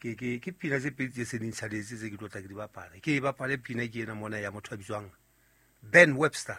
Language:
Southern Sotho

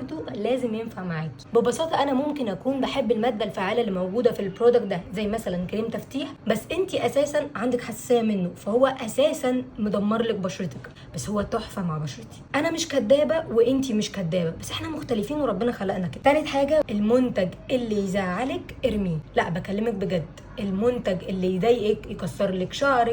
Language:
Egyptian Arabic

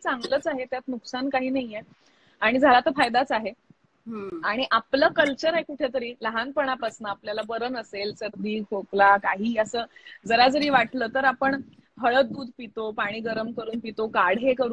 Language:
Marathi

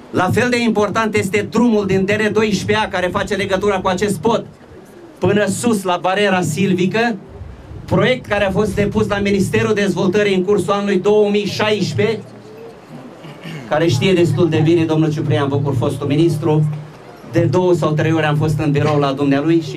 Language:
Romanian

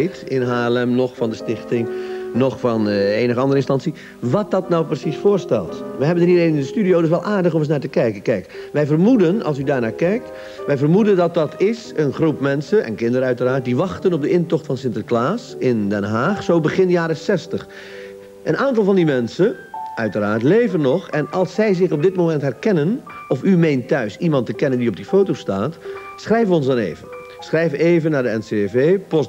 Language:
Dutch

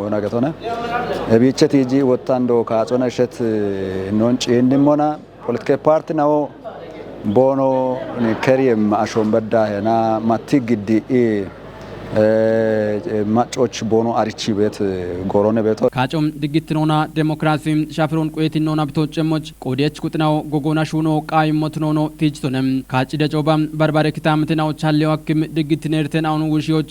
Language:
Kafa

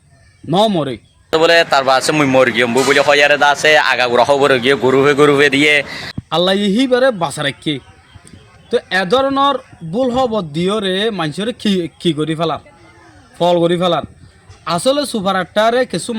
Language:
Rohingya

